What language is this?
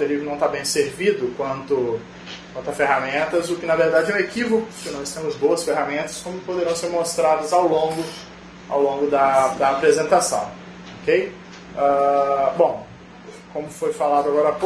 Portuguese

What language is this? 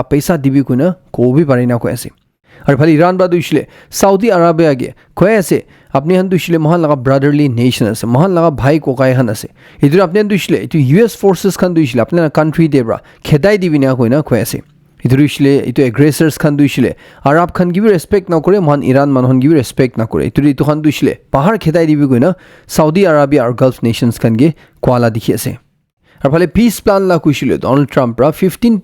Naga Pidgin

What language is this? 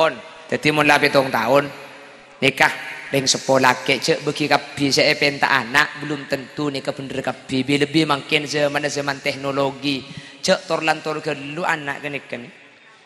Madurese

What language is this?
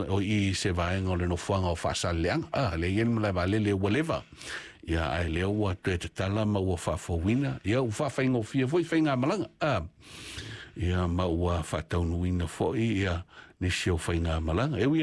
Samoan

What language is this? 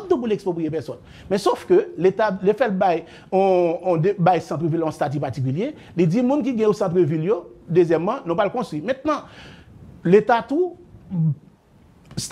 French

